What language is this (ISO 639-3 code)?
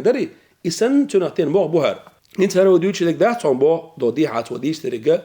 che